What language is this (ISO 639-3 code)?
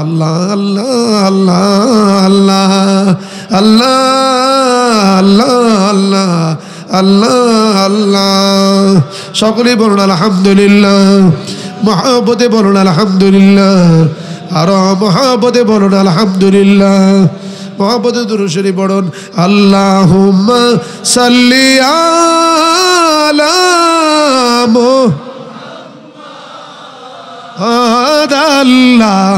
ben